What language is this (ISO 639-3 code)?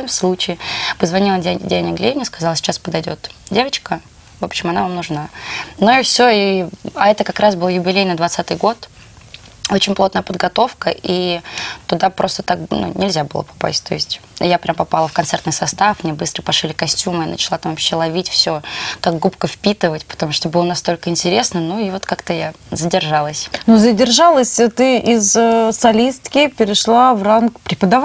rus